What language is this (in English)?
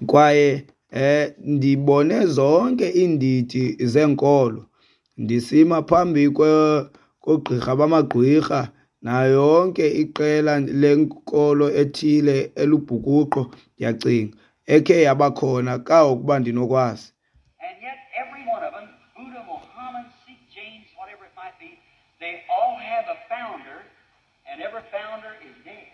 Xhosa